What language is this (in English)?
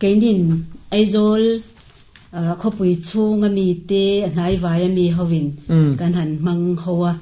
Mizo